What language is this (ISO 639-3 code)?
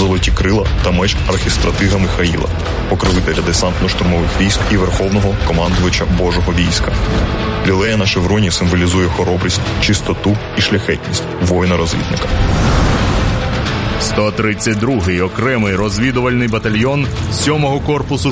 ukr